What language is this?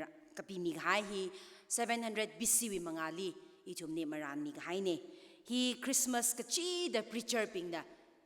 Tangkhul Naga (India)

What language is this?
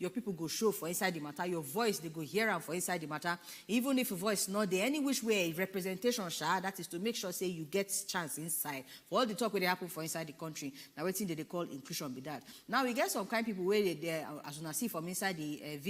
Nigerian Pidgin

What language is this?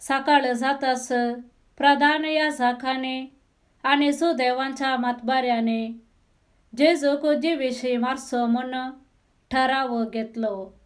Konkani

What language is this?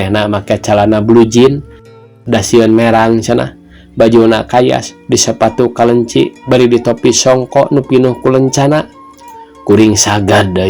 Sundanese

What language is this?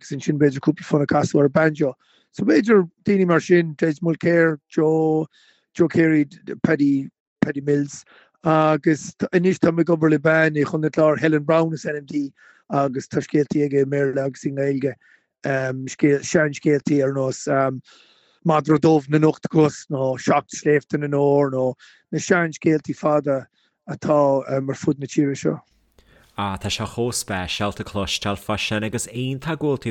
Irish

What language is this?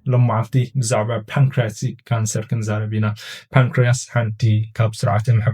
Tigrinya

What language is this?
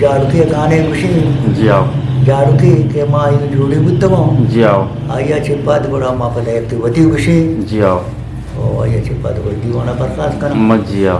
Eastern Balochi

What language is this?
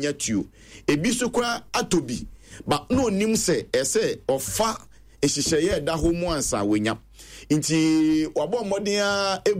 Akan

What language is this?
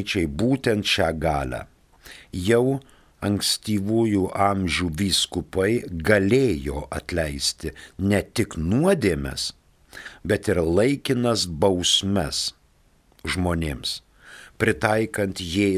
Lithuanian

